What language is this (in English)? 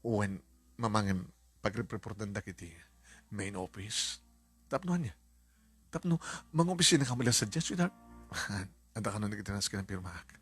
Iloko